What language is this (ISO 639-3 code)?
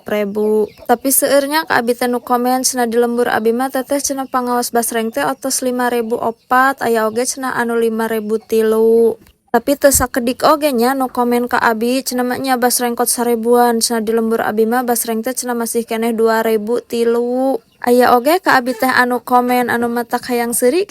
sun